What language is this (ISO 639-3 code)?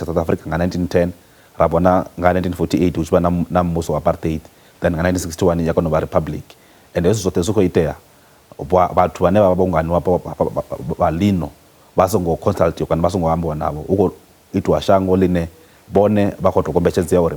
ven